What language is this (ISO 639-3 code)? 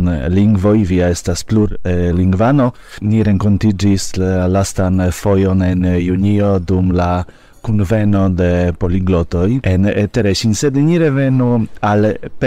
epo